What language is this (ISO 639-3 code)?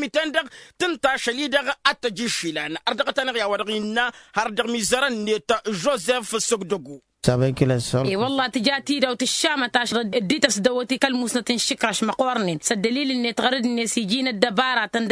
taq